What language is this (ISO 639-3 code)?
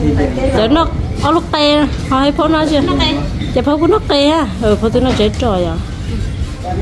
vie